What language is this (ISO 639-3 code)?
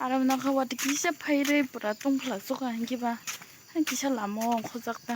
trp